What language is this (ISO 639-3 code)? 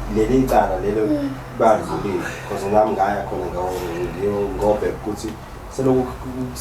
zul